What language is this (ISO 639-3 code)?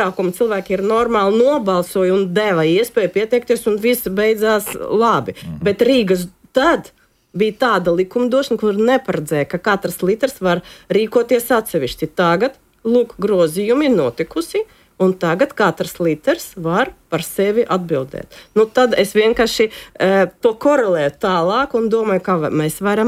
lav